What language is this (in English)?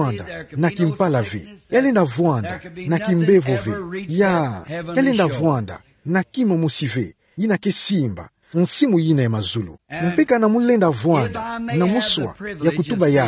Kituba (Democratic Republic of Congo)